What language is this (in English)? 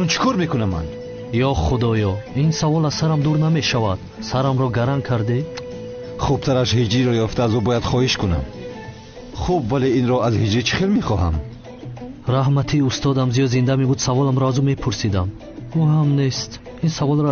Tajik